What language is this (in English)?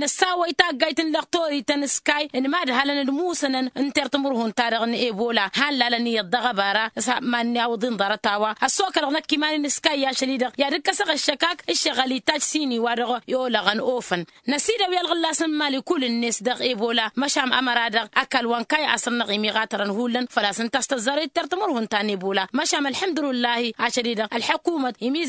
Tamasheq